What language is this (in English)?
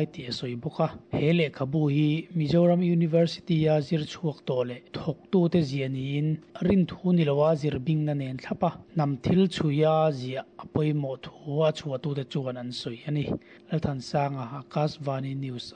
Mizo